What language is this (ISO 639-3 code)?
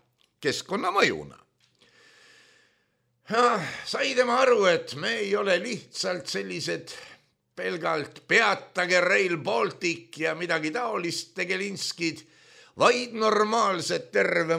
est